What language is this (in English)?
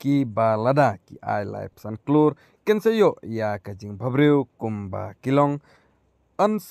Khasi